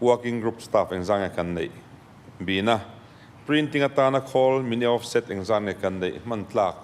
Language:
Mizo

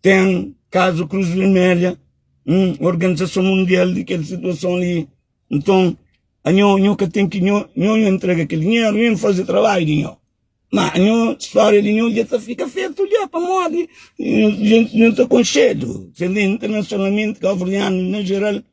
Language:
Kabuverdianu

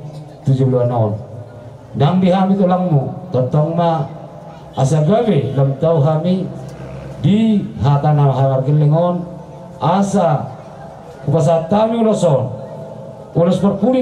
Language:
Batak Toba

